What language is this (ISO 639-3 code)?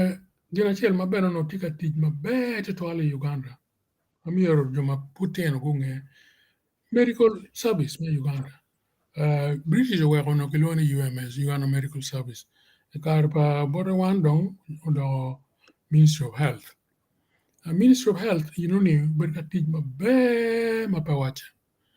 ach